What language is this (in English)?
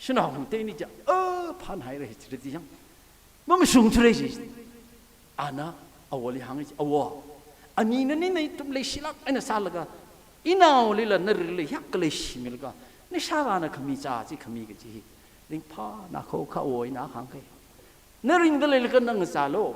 Tangkhul Naga (India)